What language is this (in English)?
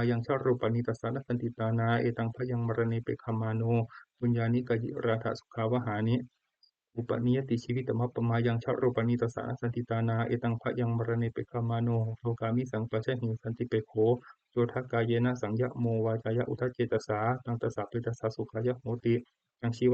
Pali